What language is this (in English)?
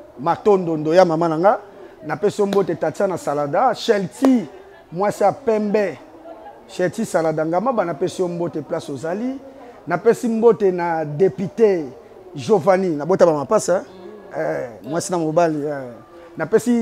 Lingala